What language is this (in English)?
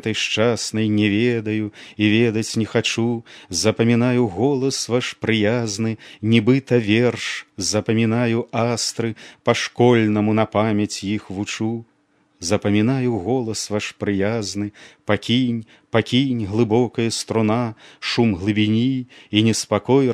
Belarusian